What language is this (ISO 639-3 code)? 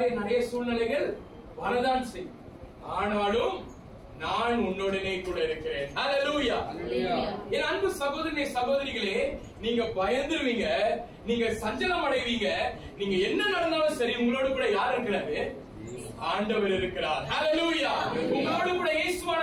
tam